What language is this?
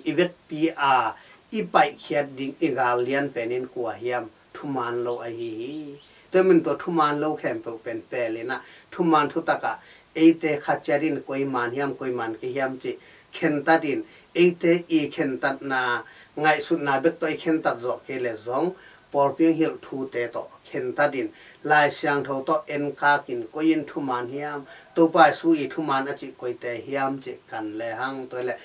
Tedim Chin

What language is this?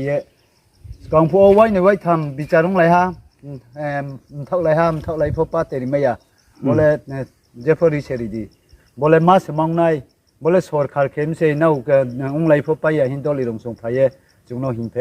Riang (India)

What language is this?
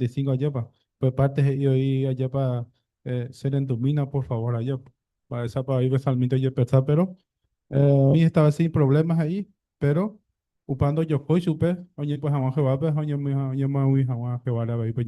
Guarani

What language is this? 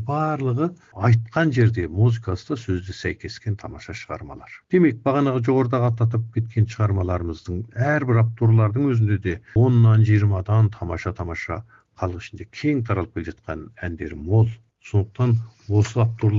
Kazakh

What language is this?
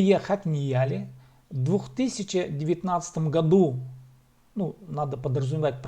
Khakas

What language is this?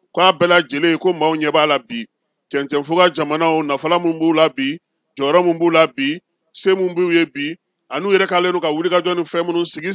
Bambara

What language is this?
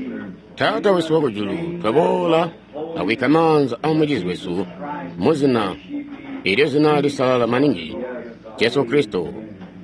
Tonga (Zambia)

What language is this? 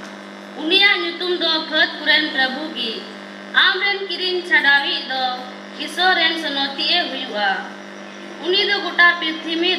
Santali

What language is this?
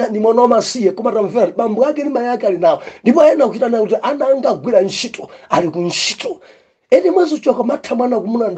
Nyanja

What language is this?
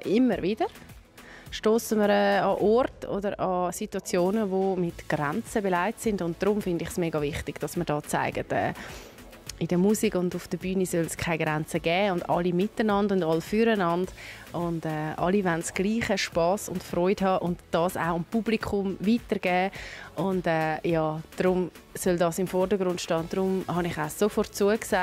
Swiss German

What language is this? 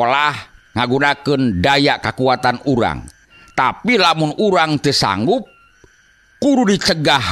Sundanese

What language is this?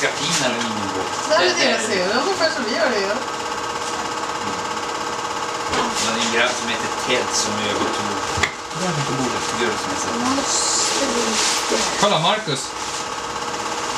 Swedish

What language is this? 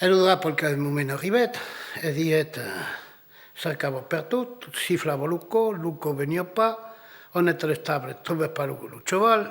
Occitan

